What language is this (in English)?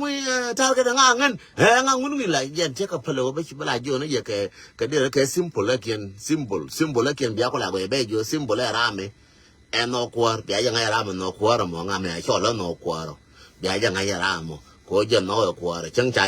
Nuer